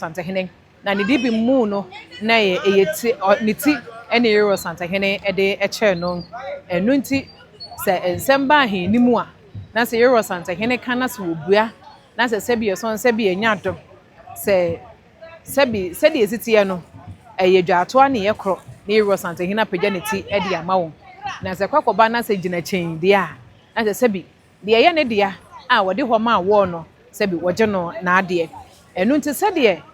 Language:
Akan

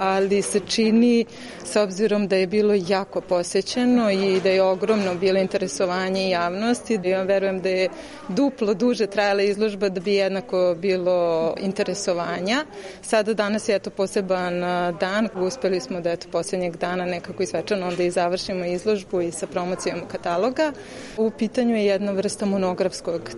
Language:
Serbian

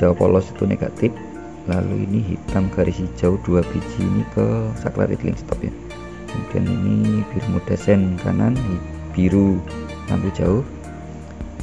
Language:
Indonesian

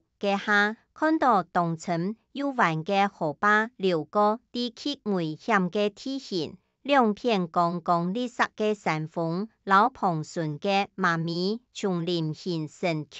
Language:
Hakka Chinese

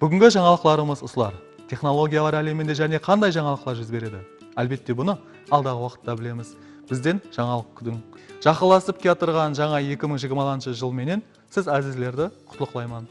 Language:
Kara-Kalpak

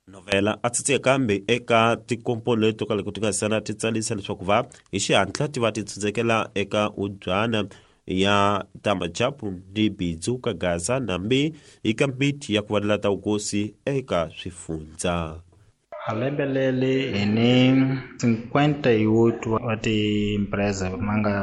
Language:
Tsonga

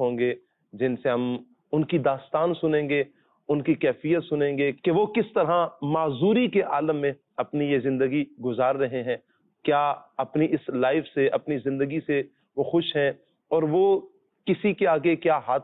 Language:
Urdu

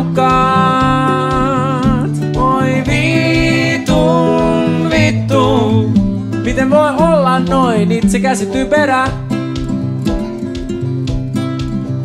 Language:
Finnish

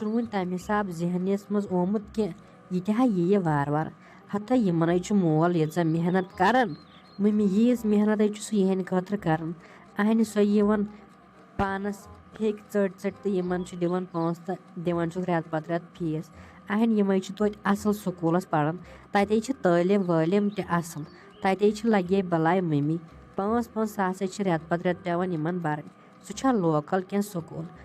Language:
Kashmiri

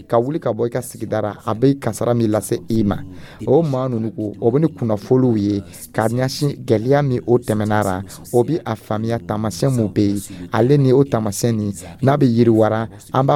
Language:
Dyula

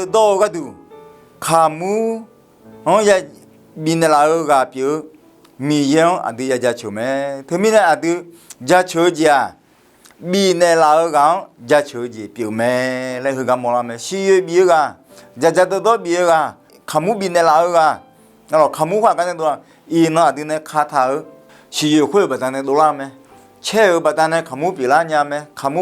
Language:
Akha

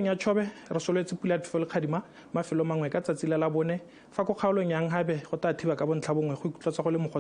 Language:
Tswana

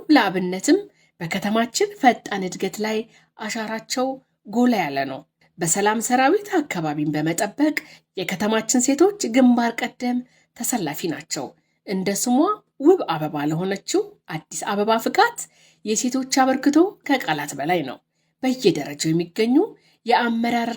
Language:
Amharic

